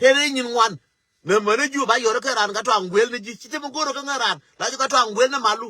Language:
Nuer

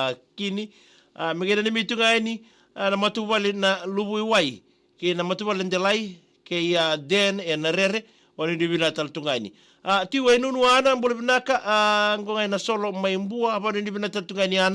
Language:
Fijian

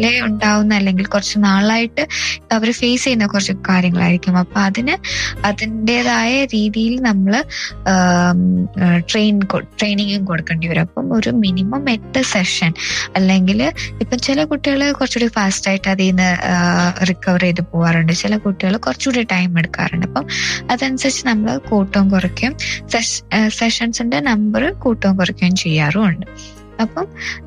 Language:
Malayalam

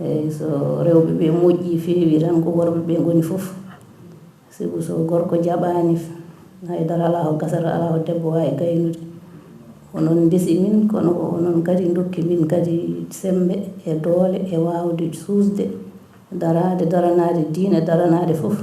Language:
Fula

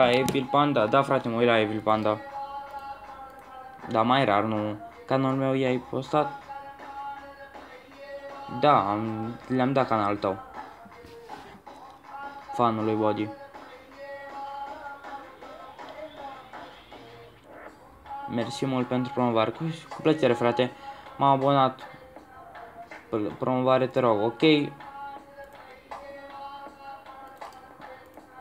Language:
Romanian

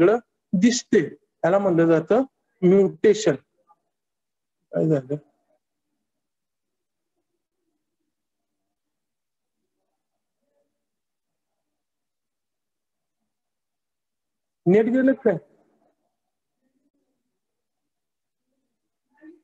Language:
Marathi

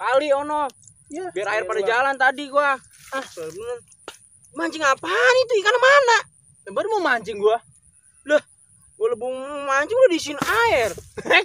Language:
Betawi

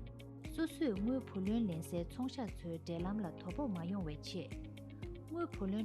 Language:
Tibetan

